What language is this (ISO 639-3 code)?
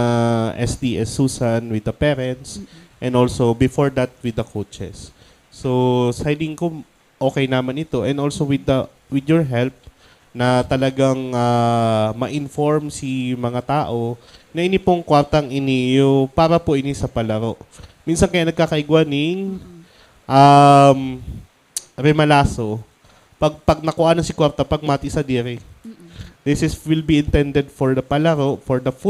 bik